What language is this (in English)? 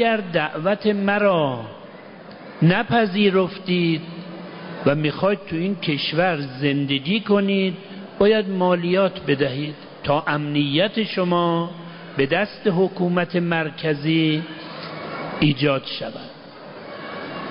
Persian